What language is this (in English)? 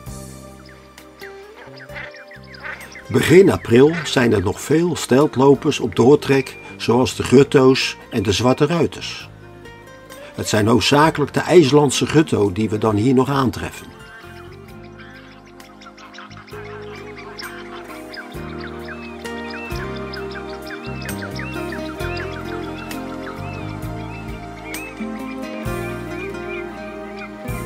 Dutch